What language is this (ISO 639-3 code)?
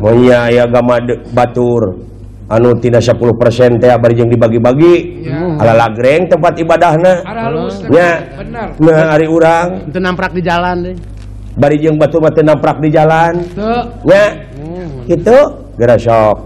sun